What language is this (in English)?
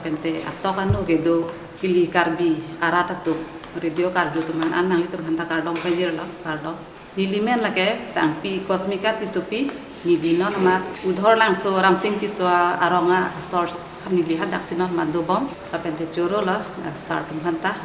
Karbi